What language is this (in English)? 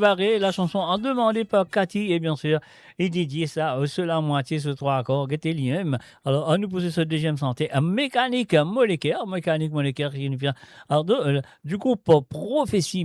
Morisyen